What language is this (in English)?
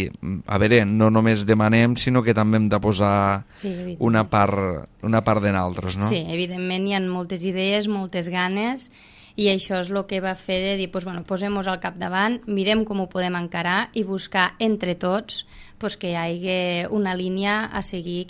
Catalan